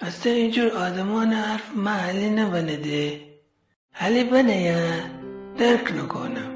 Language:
Gilaki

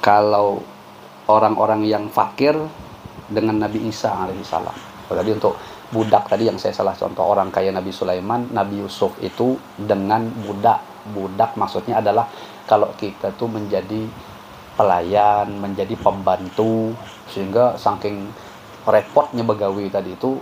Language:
Banjar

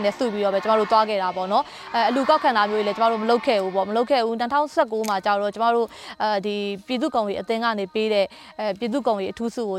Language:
Burmese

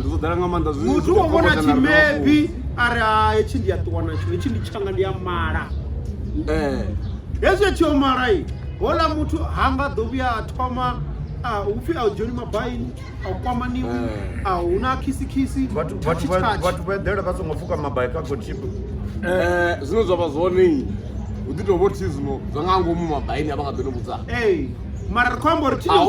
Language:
Venda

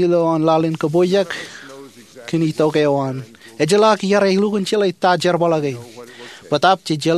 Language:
Marshallese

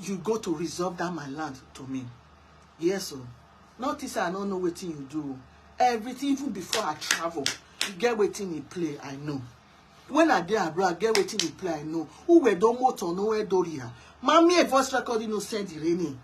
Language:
Nigerian Pidgin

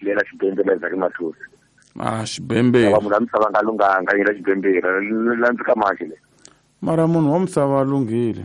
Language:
Tsonga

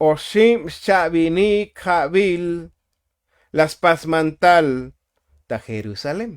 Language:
Tzotzil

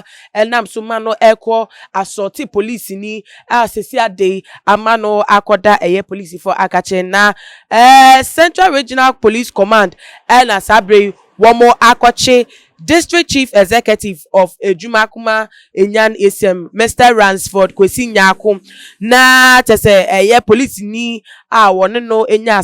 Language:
Akan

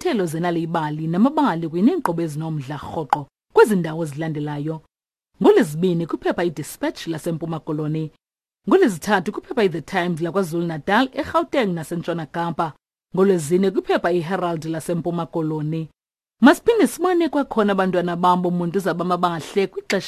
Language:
Xhosa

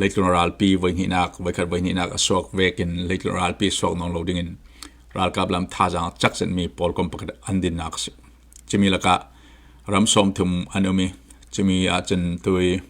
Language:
Falam Chin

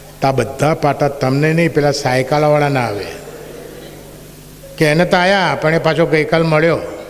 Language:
Gujarati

